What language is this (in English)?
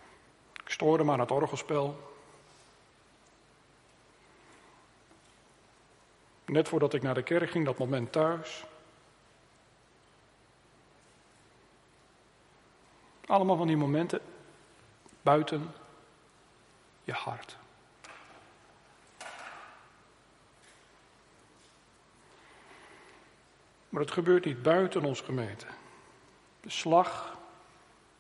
Dutch